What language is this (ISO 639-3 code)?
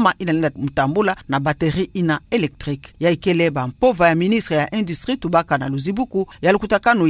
ktu